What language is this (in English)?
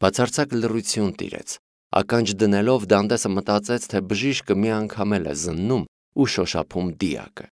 Armenian